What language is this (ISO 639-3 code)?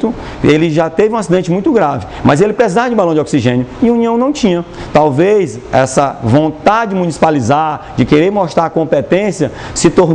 por